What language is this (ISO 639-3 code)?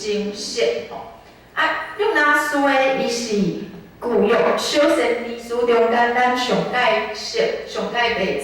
nan